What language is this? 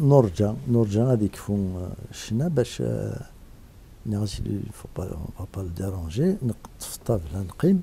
Kabyle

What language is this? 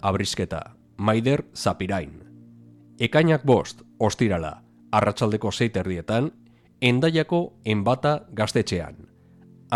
Basque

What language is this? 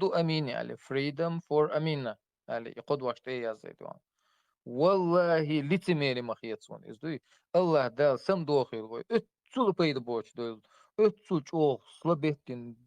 Chechen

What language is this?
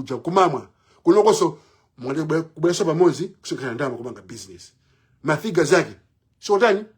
Nyanja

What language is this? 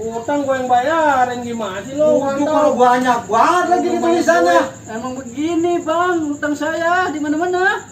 Betawi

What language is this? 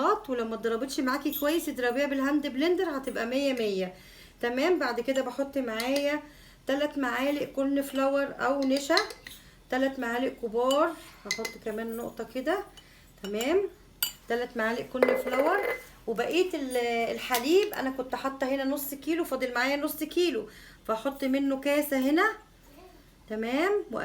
Egyptian Arabic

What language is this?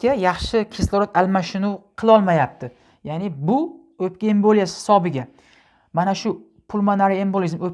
Uzbek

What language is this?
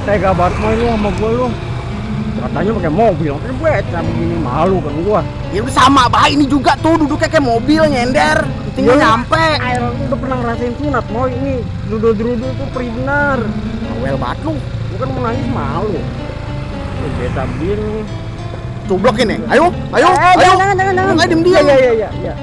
Betawi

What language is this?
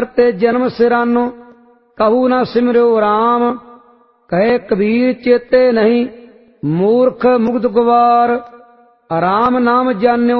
Punjabi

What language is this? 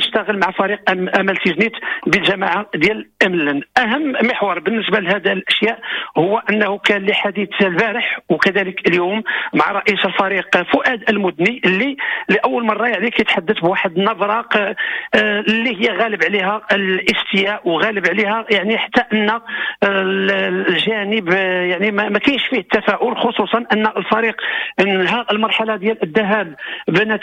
Moroccan Arabic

